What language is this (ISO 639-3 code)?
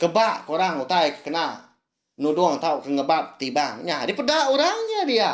iba